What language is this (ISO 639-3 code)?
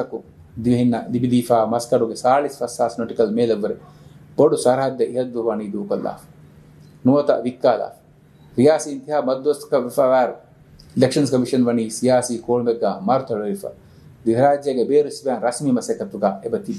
div